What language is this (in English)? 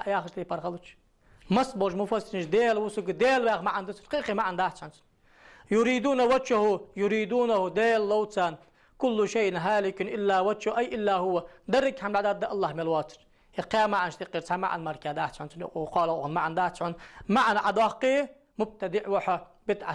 Ingush